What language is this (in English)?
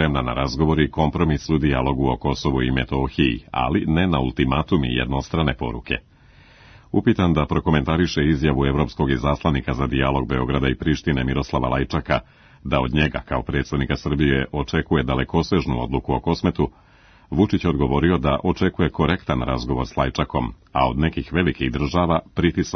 Serbian